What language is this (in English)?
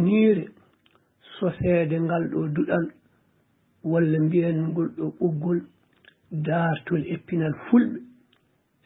Fula